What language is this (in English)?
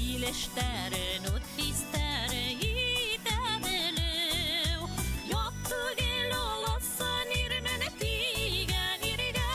Bashkir